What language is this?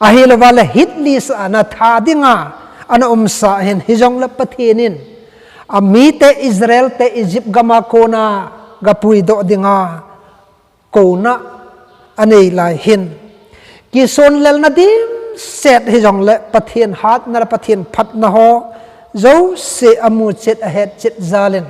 Thado Chin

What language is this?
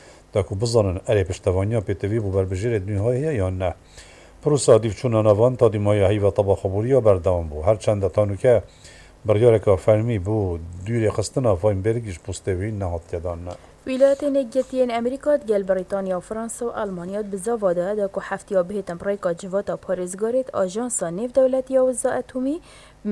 Kurdish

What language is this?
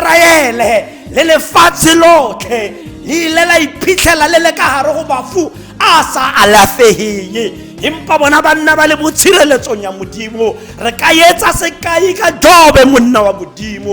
Tswana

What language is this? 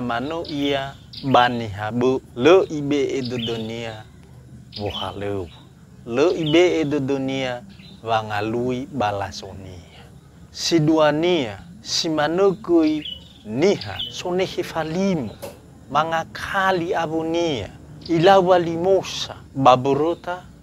Nias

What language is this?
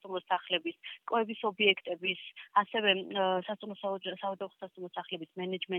Georgian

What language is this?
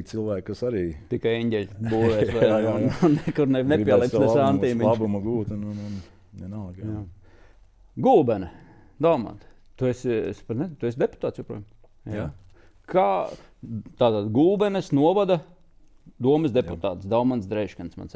Latvian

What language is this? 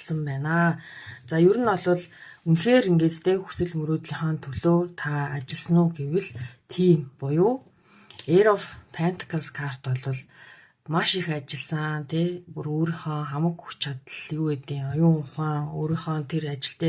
Mongolian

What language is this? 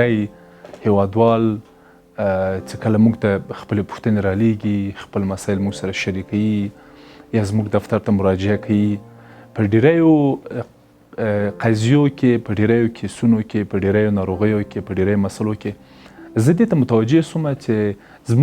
Pashto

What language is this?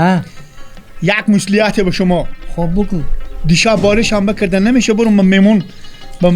Persian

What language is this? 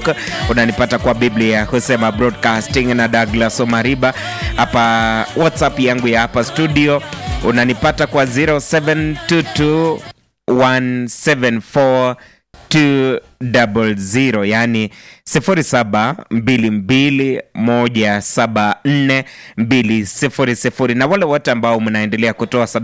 Swahili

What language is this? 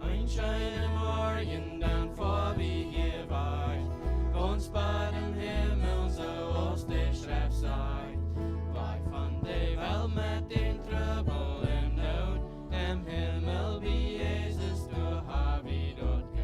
Plautdietsch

